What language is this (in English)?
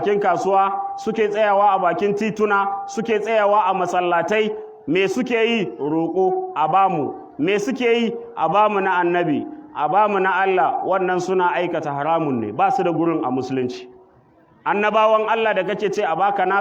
Hausa